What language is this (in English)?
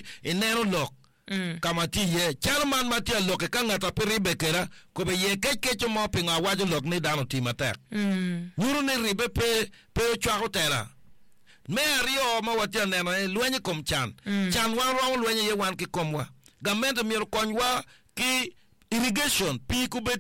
Acoli